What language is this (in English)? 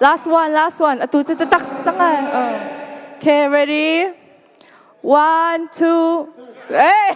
Hakha Chin